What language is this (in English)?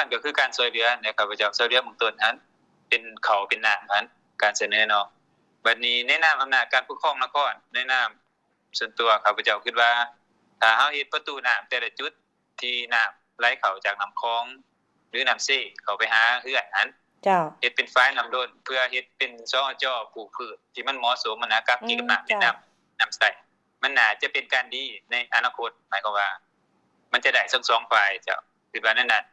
Lao